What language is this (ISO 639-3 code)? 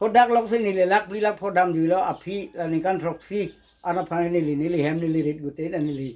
mjw